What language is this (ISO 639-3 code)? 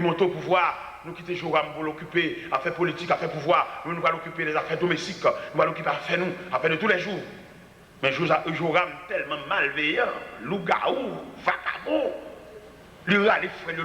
hat